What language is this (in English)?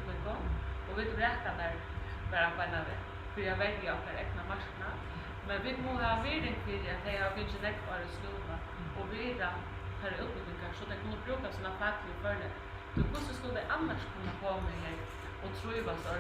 Faroese